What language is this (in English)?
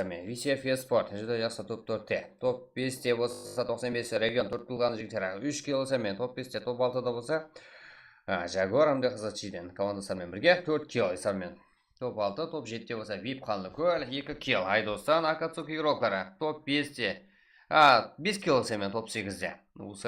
Kara-Kalpak